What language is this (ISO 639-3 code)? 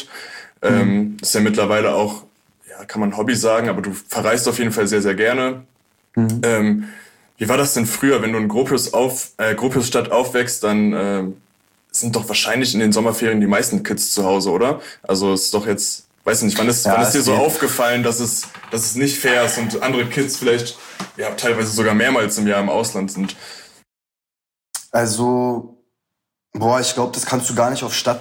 deu